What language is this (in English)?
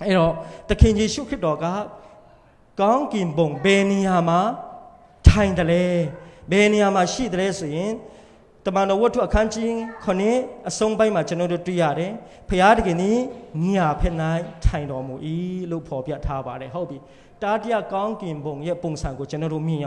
Burmese